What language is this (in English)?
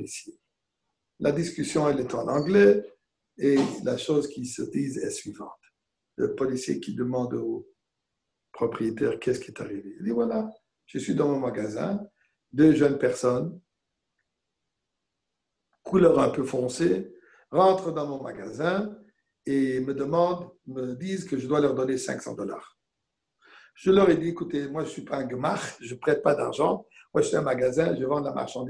French